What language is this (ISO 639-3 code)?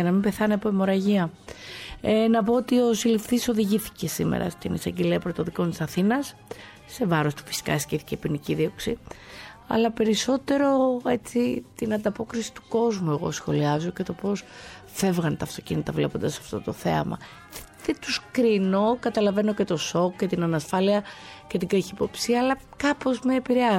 ell